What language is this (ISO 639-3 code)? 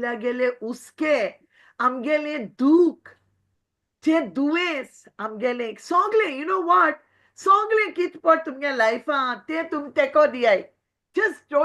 kok